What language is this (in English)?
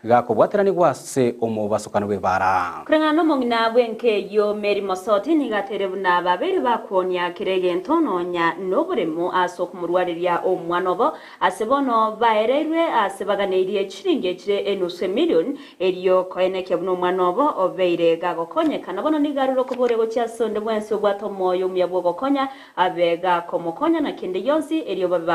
Gusii